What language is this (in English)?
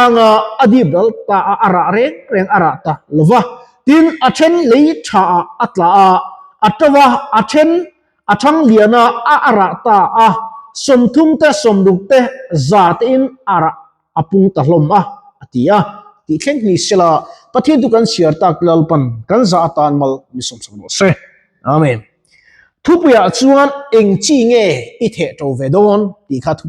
Mizo